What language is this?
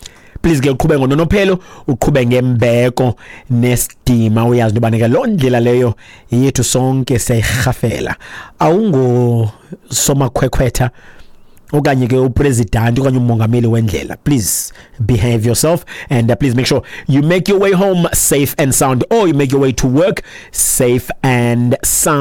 Xhosa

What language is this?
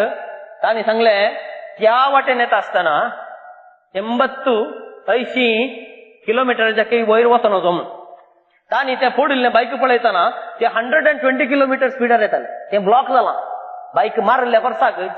Konkani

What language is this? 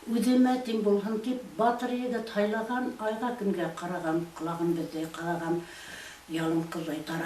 Bashkir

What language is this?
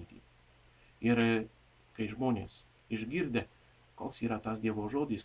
Lithuanian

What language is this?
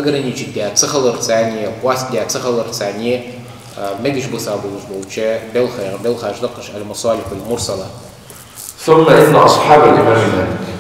Ingush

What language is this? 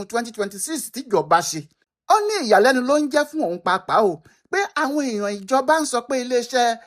Yoruba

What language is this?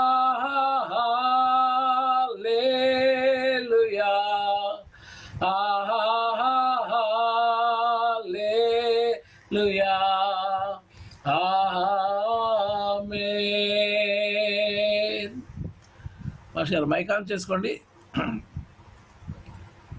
Telugu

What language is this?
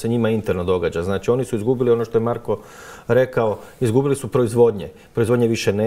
Croatian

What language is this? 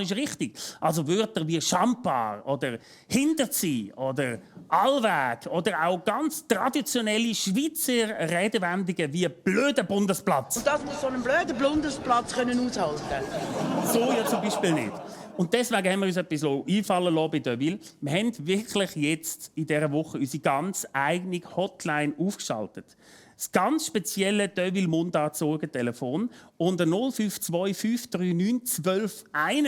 Swiss German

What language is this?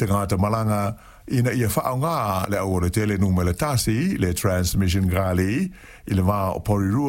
Samoan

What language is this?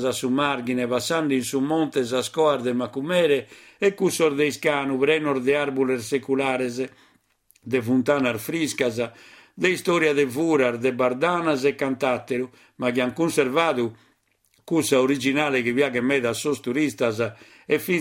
Sardinian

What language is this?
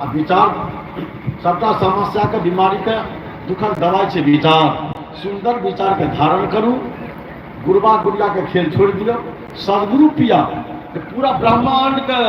Maithili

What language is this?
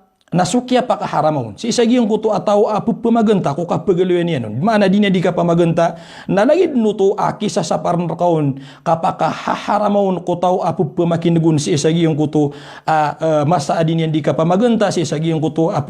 Maranao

